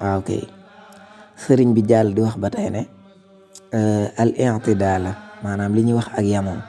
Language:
Wolof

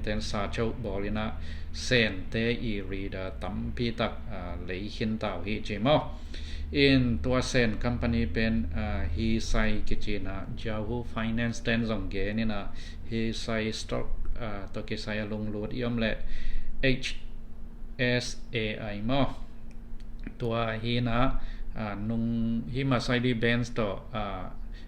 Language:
Tedim Chin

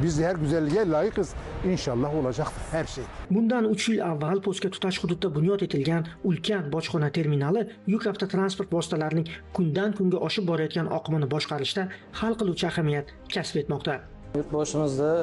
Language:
Uzbek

